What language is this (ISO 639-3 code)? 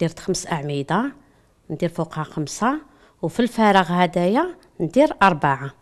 arq